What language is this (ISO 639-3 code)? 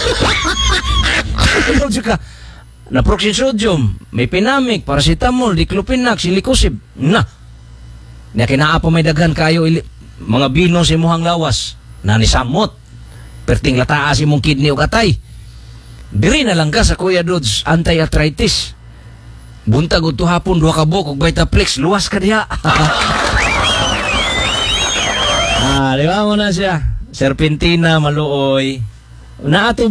ceb